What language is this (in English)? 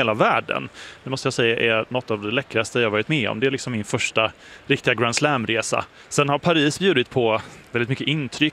Swedish